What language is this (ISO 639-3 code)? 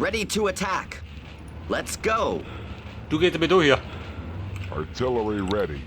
bar